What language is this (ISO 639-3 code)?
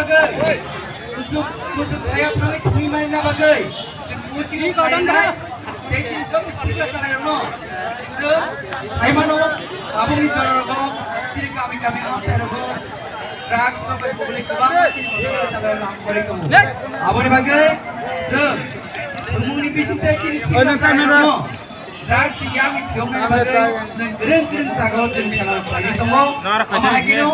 trp